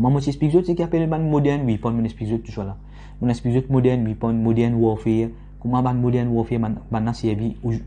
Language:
Morisyen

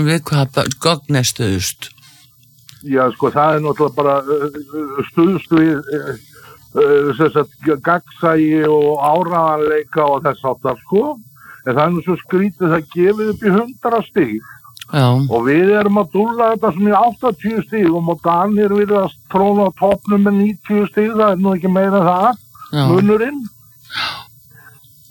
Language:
Icelandic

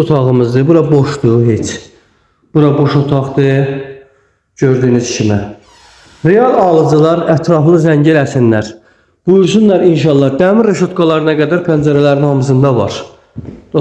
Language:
Azerbaijani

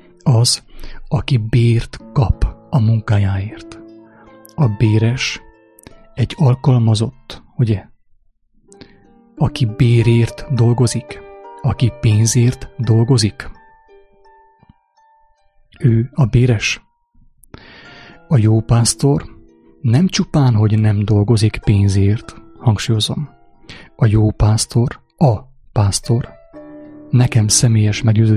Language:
Hungarian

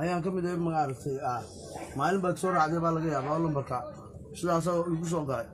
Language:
Somali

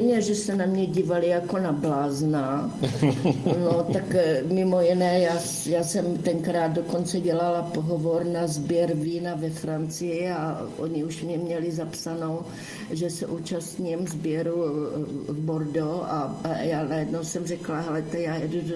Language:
Czech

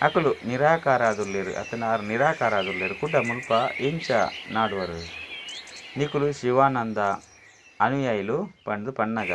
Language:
Tulu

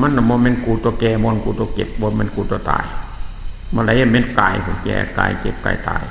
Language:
Northeastern Thai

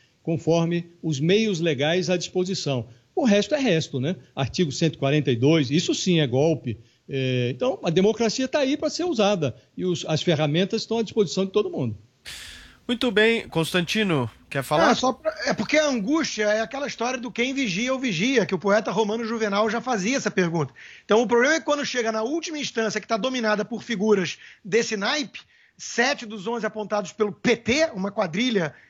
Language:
Portuguese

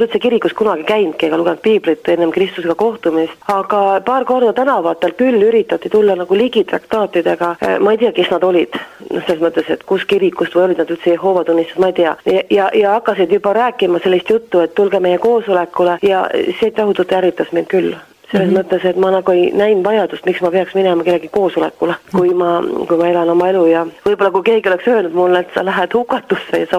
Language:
Estonian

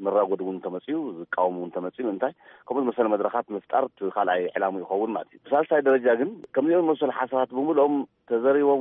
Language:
Tigrinya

